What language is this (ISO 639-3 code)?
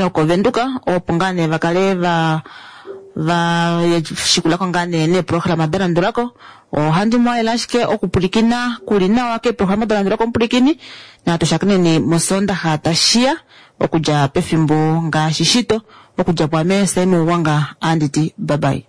kua